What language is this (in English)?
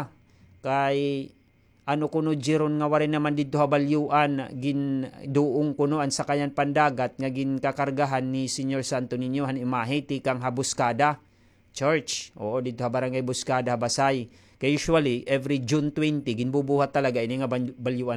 Waray